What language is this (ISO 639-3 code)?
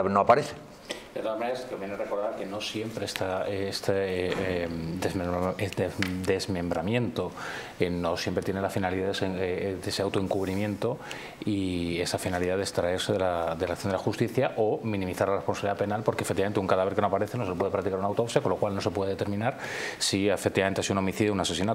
spa